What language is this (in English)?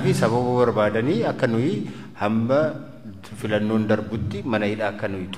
Oromo